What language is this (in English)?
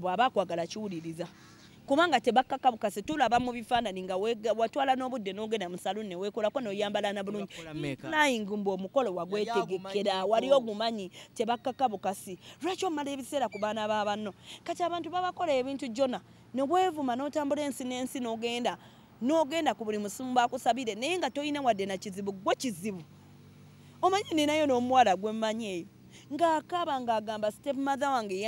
Ganda